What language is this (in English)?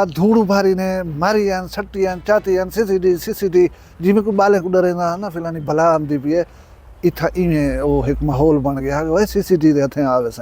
Saraiki